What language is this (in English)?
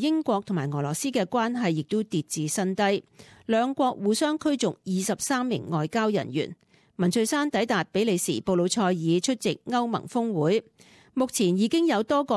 Cantonese